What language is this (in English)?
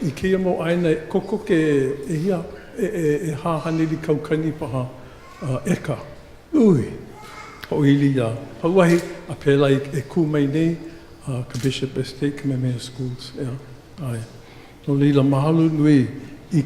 Hawaiian